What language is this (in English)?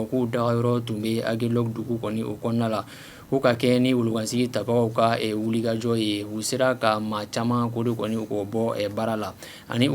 Bambara